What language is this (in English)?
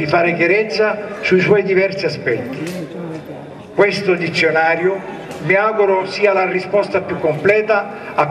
Italian